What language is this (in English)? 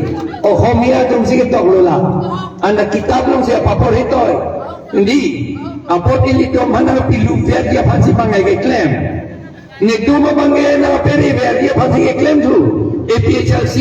Karbi